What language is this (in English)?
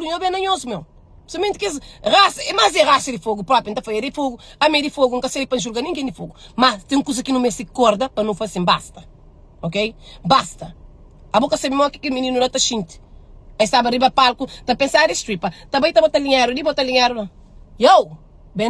Kabuverdianu